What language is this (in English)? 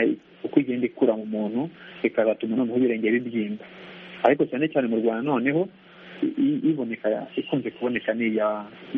Kinyarwanda